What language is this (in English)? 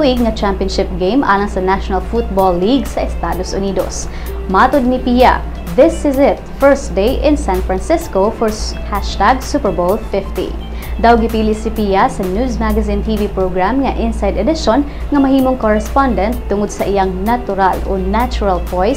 Cebuano